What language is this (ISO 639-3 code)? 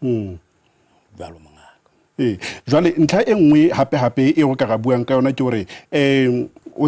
sot